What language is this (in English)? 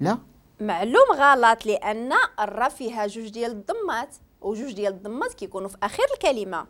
Moroccan Arabic